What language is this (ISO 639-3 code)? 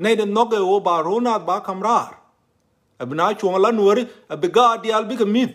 nus